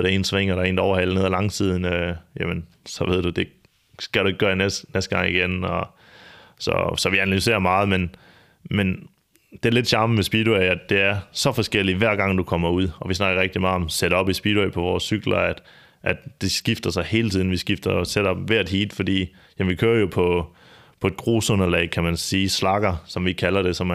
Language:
Danish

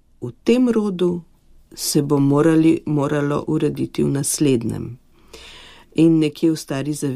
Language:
Slovenian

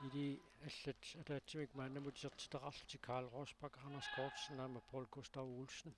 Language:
Kalaallisut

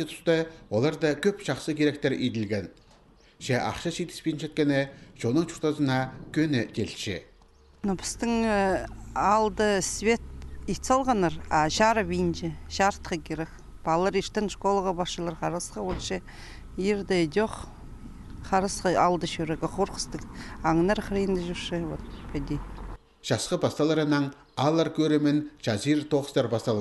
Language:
Khakas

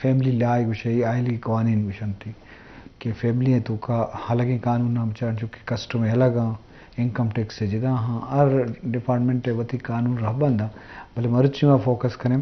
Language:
Eastern Balochi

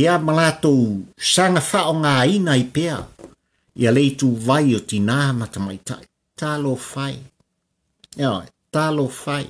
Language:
Samoan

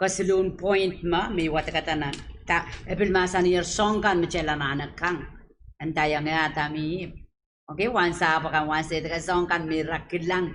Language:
Pohnpeian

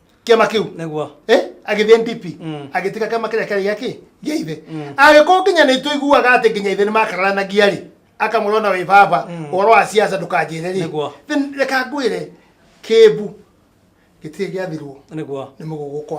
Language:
Kikuyu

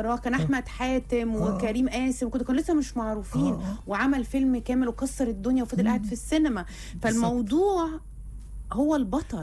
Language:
Egyptian Arabic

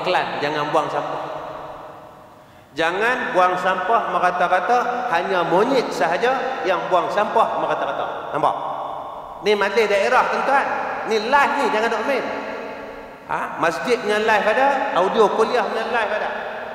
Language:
Malay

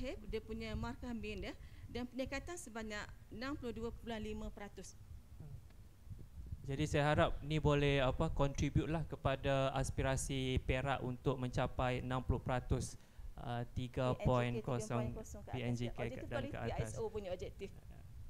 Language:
Malay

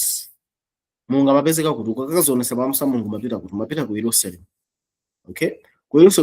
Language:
Nyanja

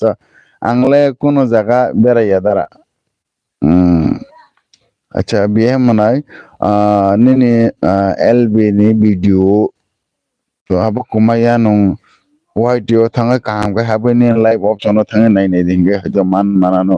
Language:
Kok Borok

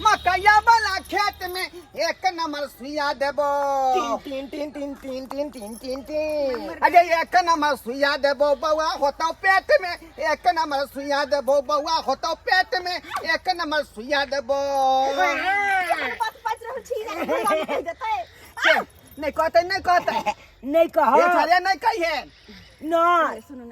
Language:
Maithili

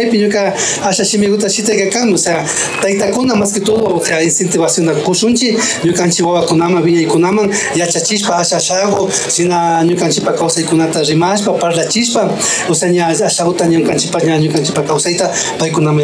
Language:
Imbabura Highland Quichua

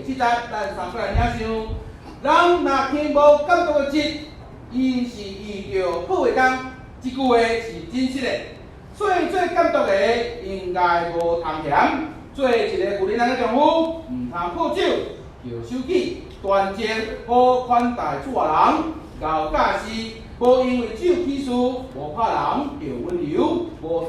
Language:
Min Nan Chinese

